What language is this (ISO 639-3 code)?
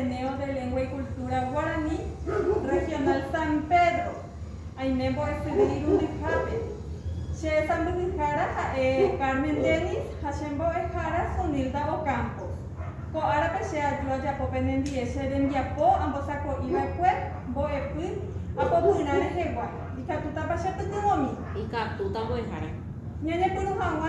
grn